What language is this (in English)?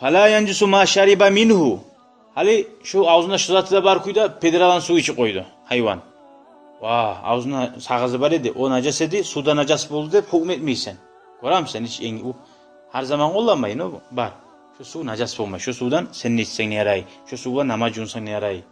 Kumyk